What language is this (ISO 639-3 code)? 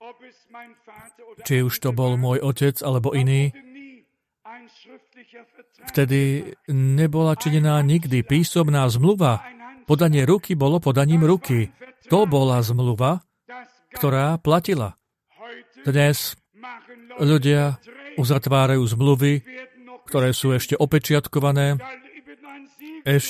slk